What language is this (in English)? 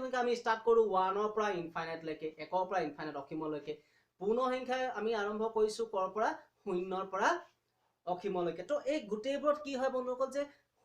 Assamese